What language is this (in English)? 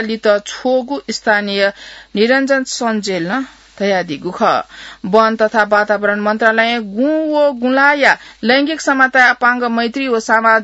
Newari